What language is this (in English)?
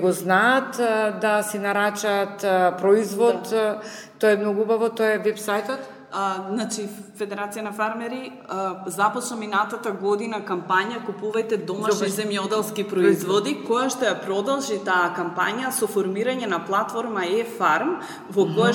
Macedonian